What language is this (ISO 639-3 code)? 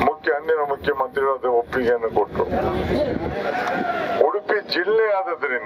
kan